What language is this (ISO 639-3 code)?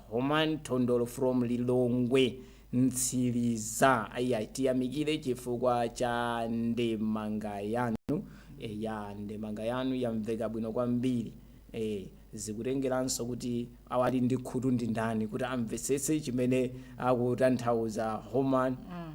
nya